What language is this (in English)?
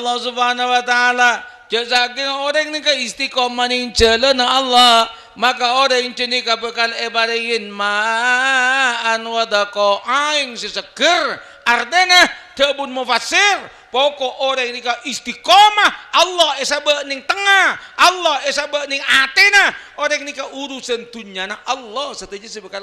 Madurese